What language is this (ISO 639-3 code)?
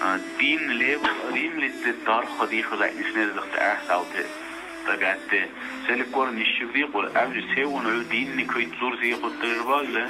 dar